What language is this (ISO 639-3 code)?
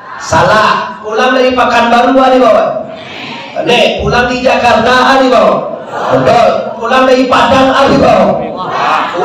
min